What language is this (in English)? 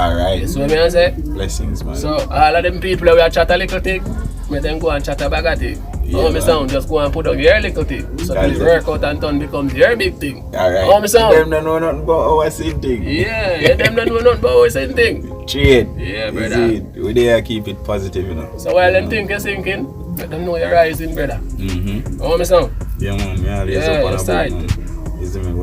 Jamaican Creole English